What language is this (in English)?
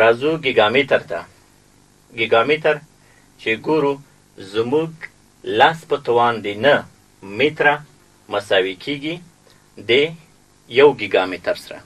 Pashto